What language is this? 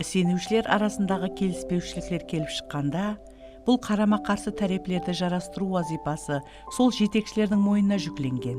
Kara-Kalpak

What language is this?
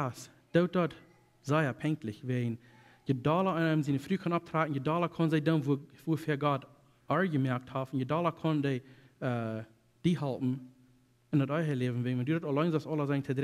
Plautdietsch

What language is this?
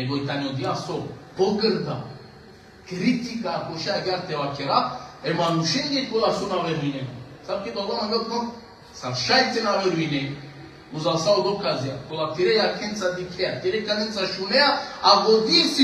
Balkan Romani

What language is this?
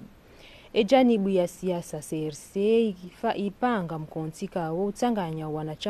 Ngazidja Comorian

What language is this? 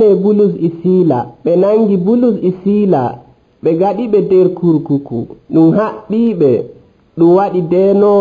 Nigerian Fulfulde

